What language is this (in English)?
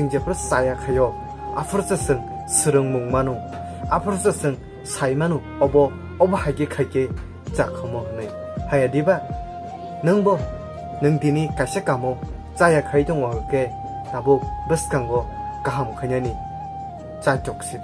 Kok Borok